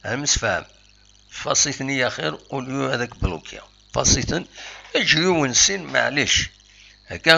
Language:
Kabyle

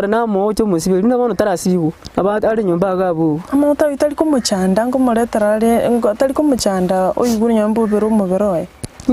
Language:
Gusii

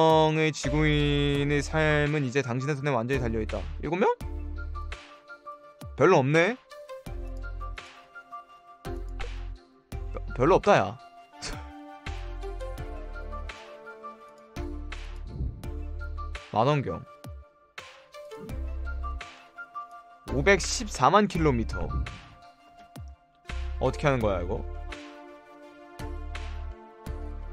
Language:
Korean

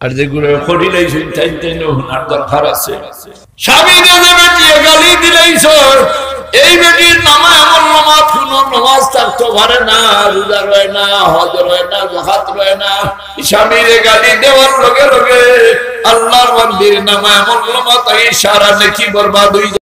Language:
Sylheti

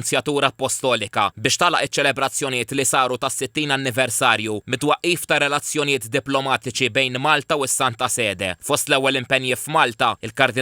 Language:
Maltese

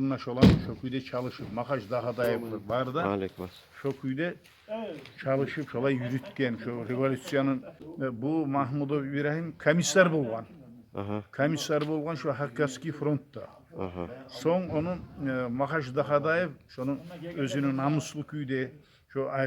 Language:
Kumyk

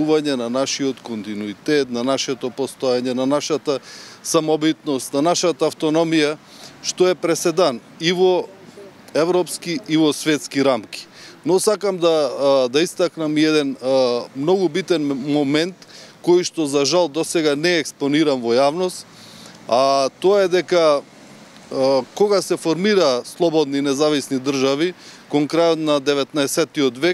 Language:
Macedonian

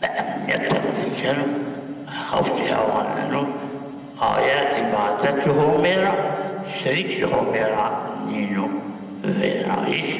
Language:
Zaza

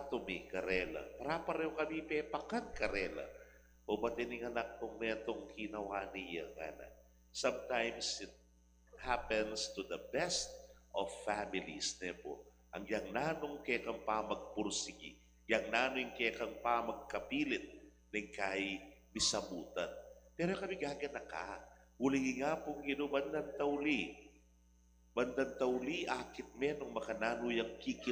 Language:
Pampanga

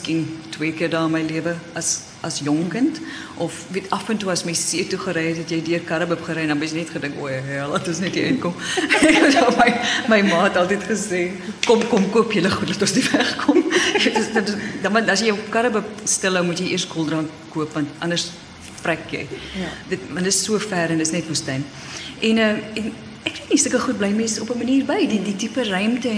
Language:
Afrikaans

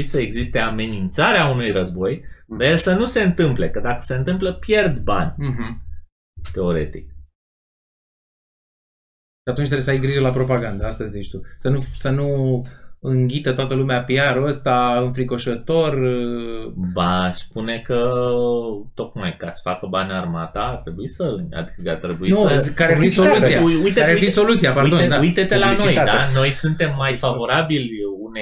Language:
Romanian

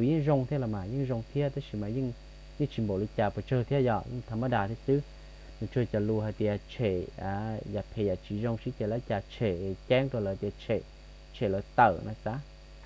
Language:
Hmong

